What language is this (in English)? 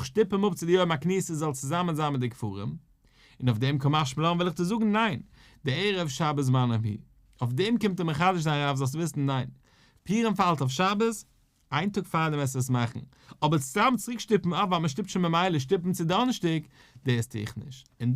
Yiddish